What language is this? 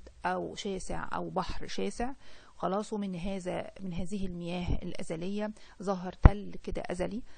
Egyptian Arabic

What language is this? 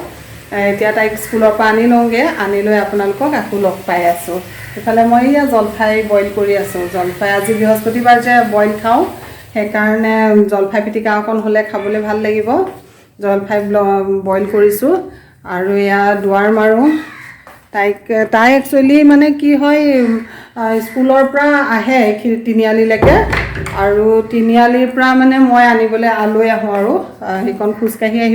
Assamese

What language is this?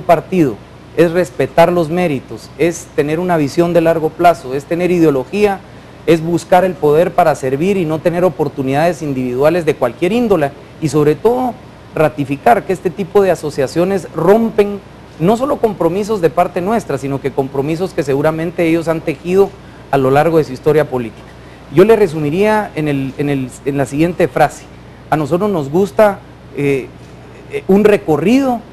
Spanish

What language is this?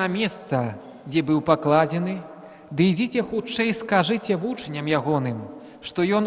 Belarusian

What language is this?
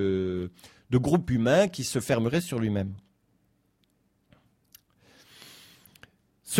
French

